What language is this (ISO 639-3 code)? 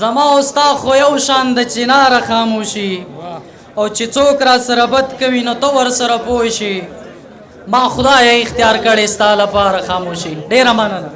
pus